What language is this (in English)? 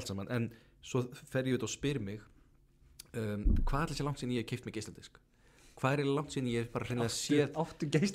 Icelandic